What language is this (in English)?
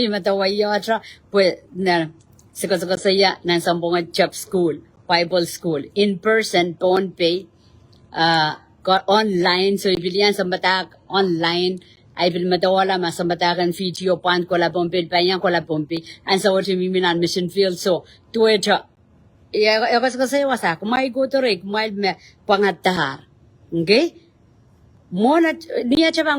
Pohnpeian